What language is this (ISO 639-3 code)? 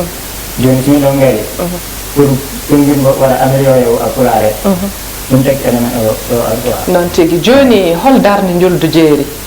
ful